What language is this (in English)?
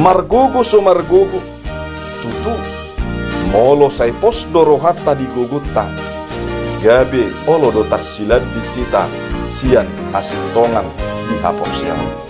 Batak Toba